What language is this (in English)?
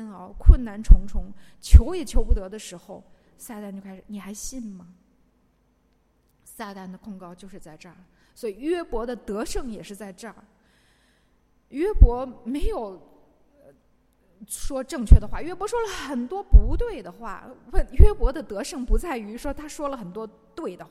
Chinese